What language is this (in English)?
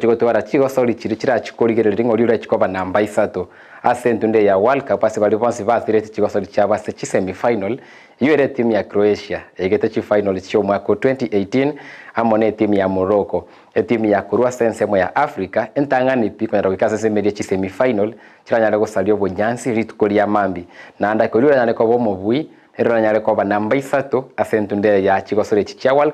Gusii